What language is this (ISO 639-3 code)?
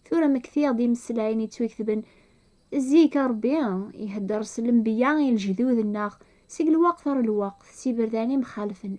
kab